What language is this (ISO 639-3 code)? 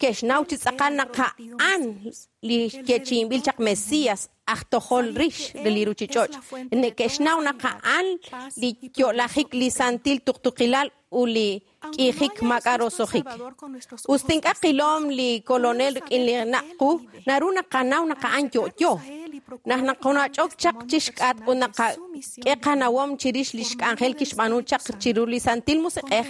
kek